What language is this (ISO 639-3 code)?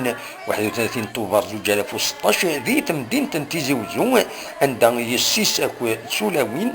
kab